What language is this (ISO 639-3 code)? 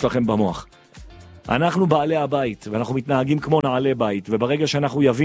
heb